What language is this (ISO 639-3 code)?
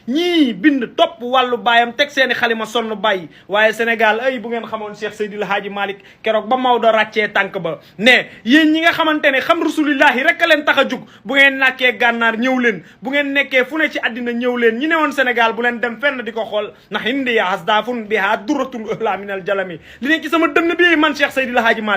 wol